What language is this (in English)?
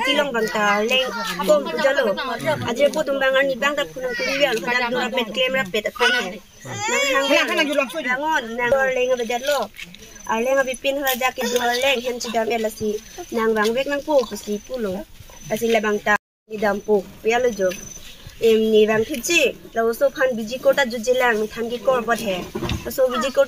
Karbi